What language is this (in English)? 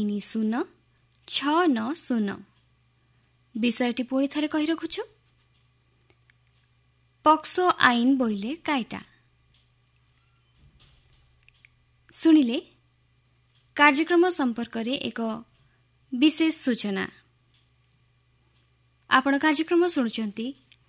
Odia